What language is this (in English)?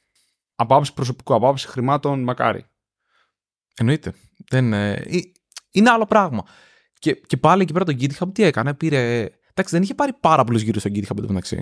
Greek